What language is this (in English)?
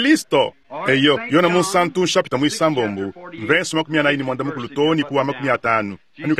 Luba-Lulua